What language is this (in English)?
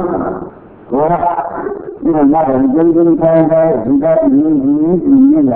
Burmese